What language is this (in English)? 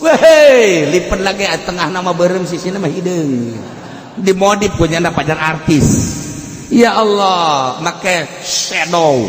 Sundanese